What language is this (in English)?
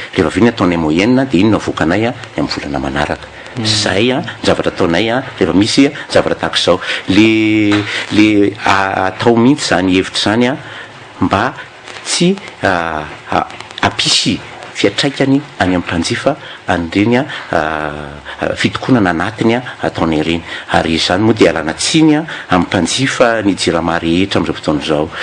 Malagasy